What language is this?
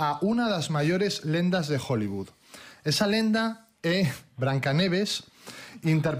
Galician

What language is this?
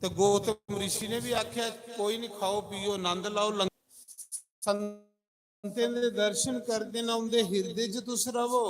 Dogri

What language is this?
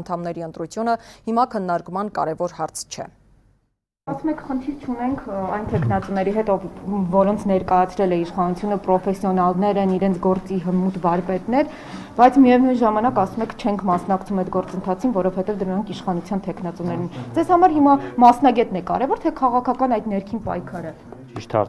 Armenian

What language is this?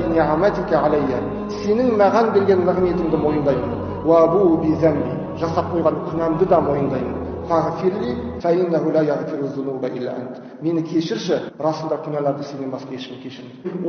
Kazakh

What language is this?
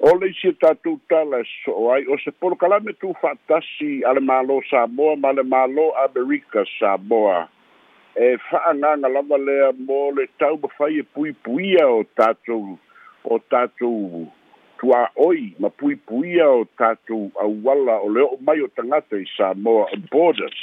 Samoan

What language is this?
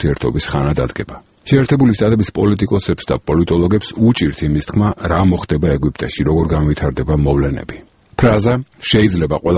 Georgian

